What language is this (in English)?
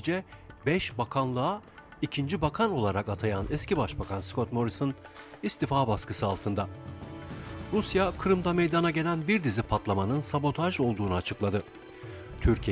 Turkish